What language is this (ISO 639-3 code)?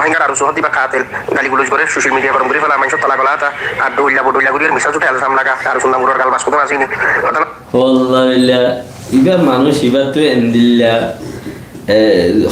rhg